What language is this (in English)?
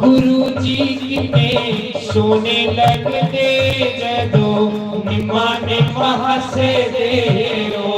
Dogri